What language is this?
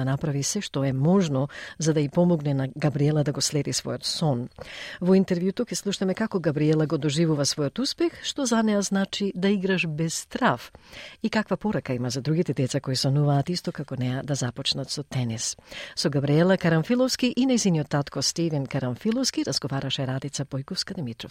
Macedonian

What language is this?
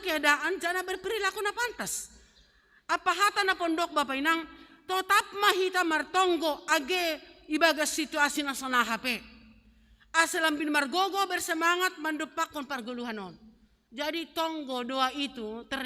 Batak Simalungun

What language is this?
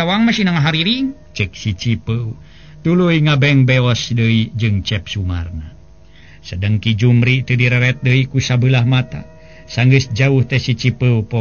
Sundanese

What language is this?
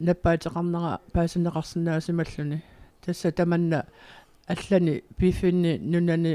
Kalaallisut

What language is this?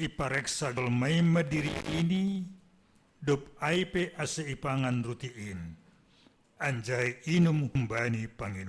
Batak Simalungun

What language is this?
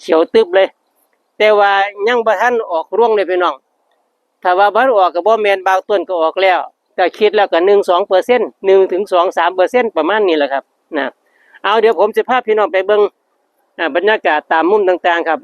Northeastern Thai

